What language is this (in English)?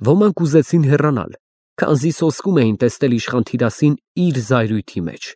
Armenian